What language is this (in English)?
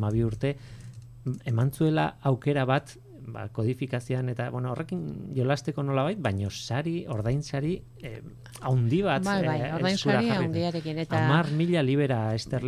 Basque